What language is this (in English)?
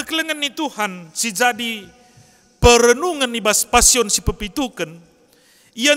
Batak Karo